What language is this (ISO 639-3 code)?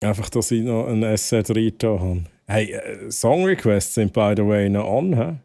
gsw